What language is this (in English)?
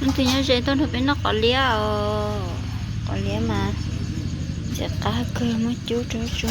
Hmong